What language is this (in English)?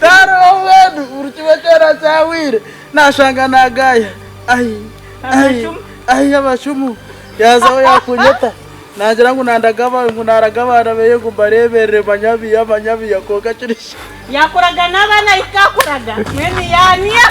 Nyankole